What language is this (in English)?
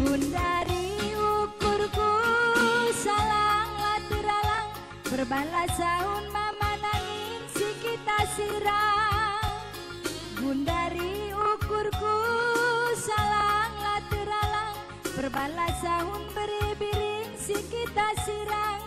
Batak Karo